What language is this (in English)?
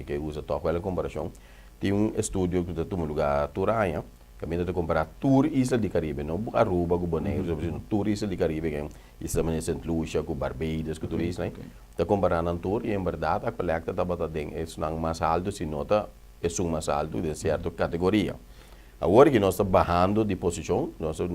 Papiamento